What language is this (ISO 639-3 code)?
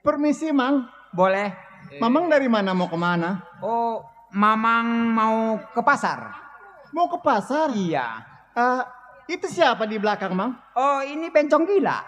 bew